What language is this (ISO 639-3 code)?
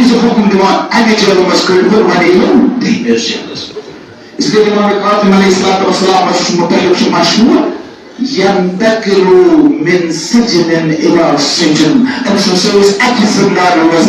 kas